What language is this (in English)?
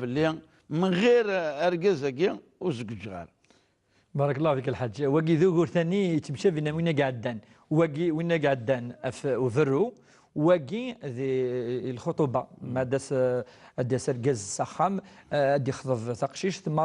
Kabyle